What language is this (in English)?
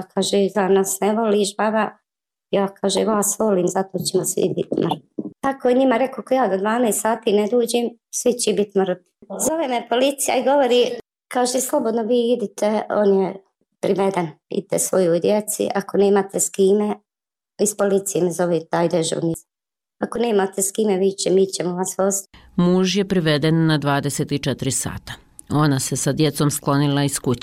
Bosnian